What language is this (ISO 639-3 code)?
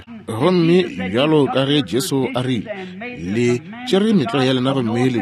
nso